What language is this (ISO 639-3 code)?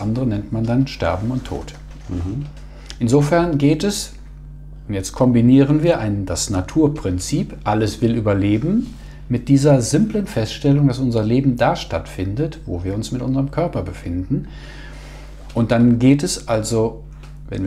deu